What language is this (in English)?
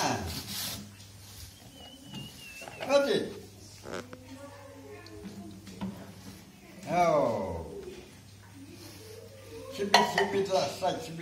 Malay